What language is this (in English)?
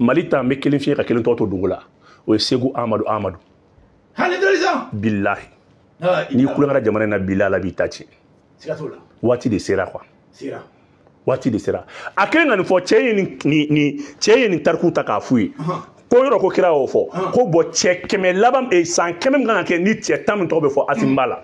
Bambara